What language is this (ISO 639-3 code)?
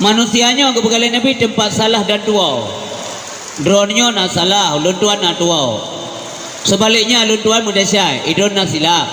ace